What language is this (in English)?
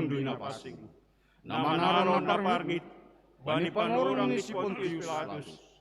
Batak Simalungun